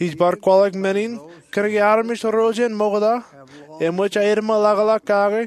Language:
Marshallese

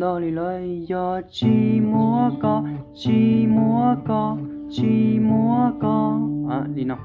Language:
Hmong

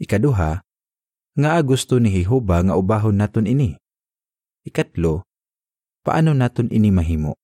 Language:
Hiligaynon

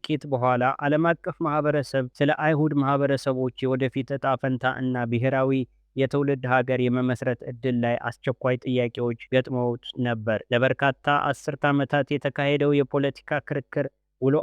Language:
Amharic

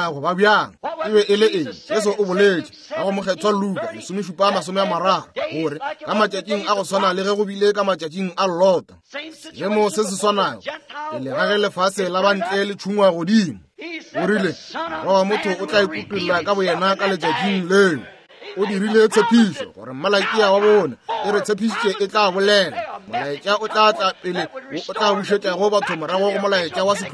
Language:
Northern Sotho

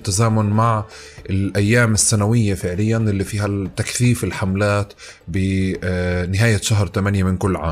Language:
North Levantine Arabic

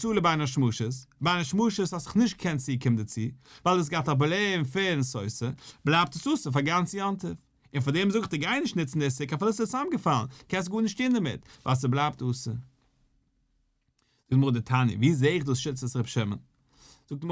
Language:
Yiddish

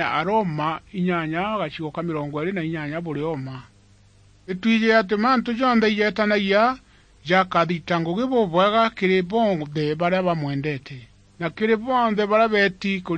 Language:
Meru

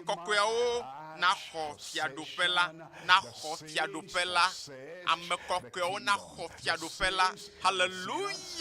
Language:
Ewe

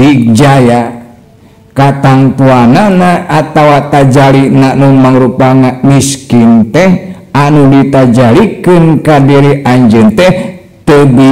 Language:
Sundanese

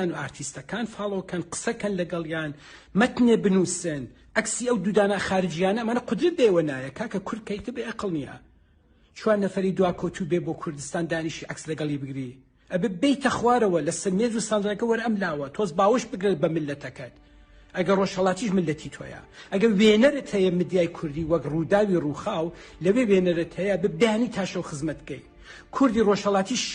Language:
Kurdish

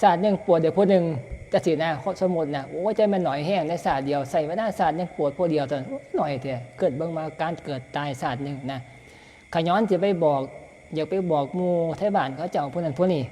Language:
Northeastern Thai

